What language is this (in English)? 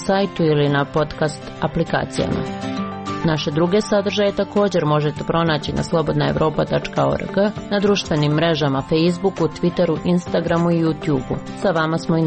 Bosnian